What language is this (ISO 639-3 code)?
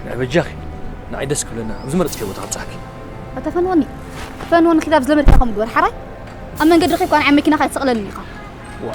tir